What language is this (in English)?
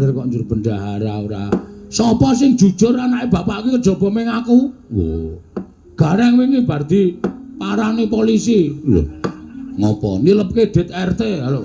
Javanese